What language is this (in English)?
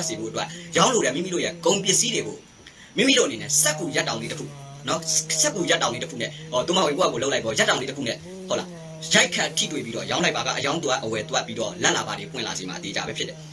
Burmese